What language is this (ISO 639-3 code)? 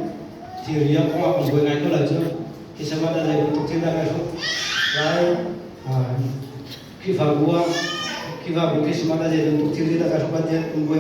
cnh